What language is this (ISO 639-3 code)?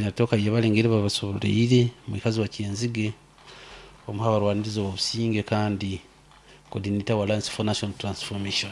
nyn